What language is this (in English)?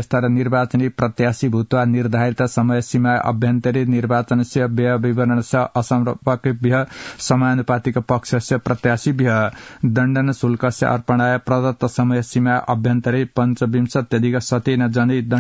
Sanskrit